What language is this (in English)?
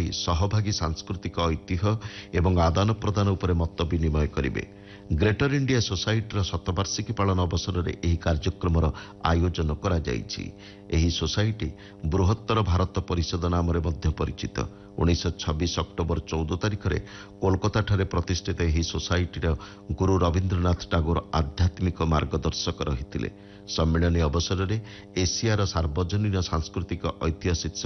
Odia